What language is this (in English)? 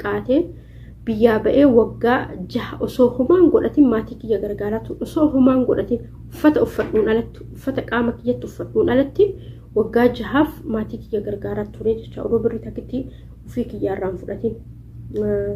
Oromo